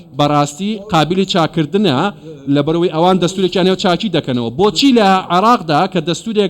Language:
Central Kurdish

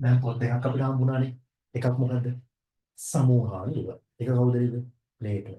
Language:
Sinhala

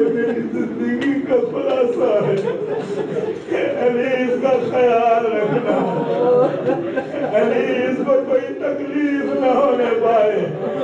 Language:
Urdu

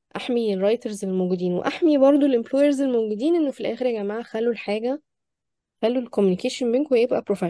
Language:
Egyptian Arabic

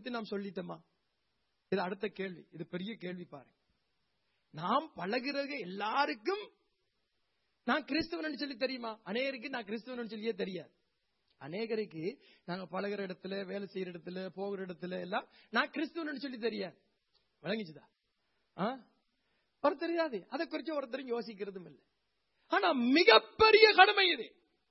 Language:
Tamil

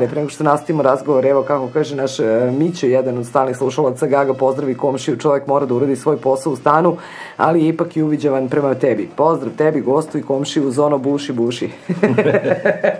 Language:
Serbian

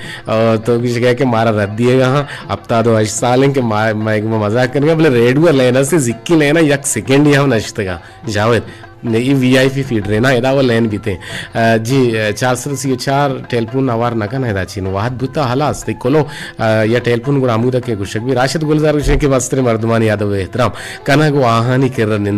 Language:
Eastern Balochi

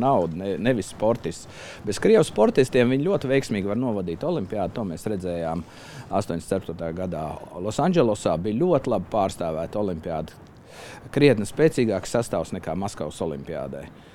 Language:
Latvian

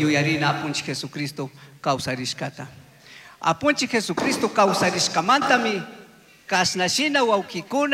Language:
Chimborazo Highland Quichua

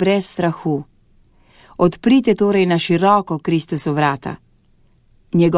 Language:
Slovenian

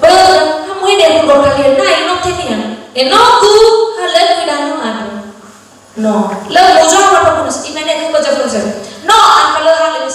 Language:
Nias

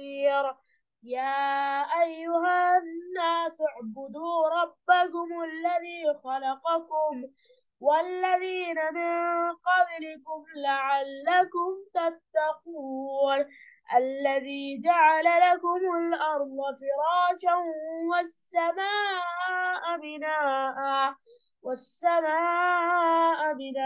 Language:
Arabic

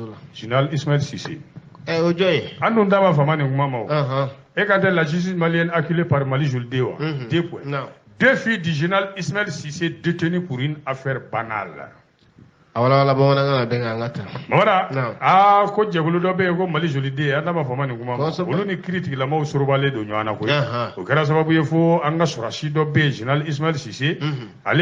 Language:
Bambara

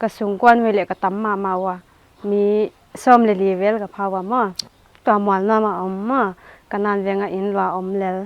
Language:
Paite Chin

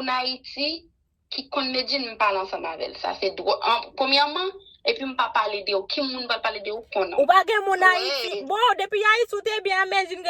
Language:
Haitian Creole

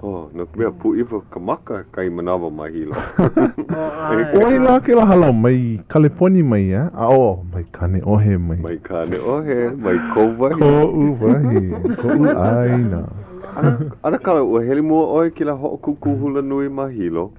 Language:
Hawaiian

